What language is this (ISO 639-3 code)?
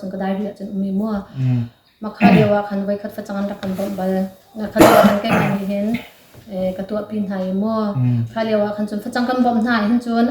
cnh